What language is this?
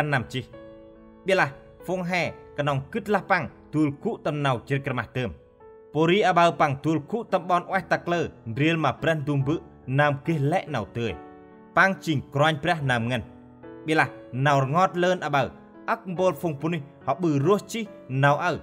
Central Mnong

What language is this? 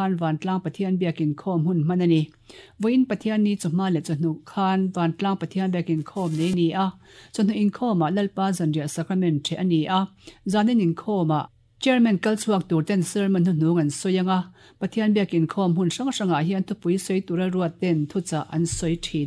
Mizo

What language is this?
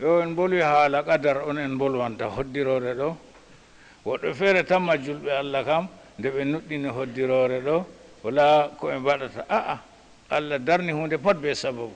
Fula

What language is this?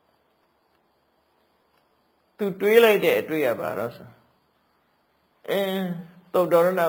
Burmese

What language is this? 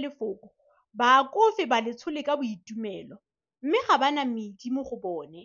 Tswana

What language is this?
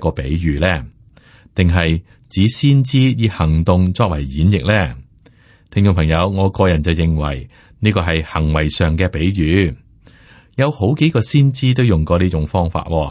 Cantonese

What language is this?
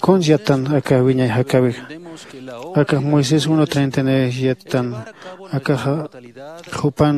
Aymara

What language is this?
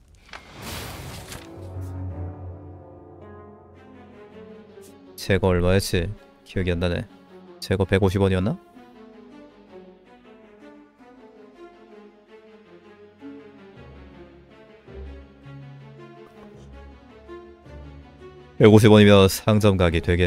Korean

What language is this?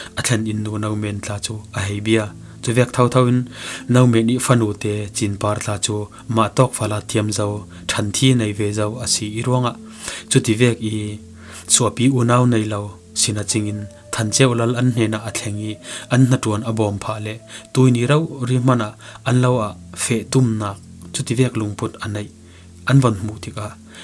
Falam Chin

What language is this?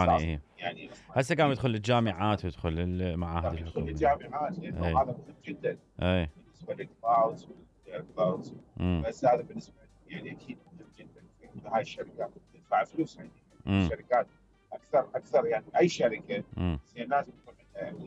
Mesopotamian Arabic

